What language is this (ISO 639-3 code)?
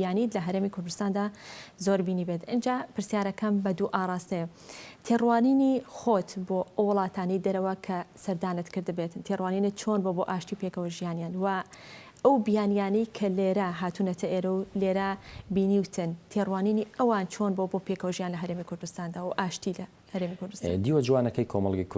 ckb